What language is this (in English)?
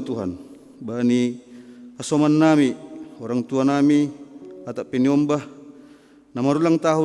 Batak Simalungun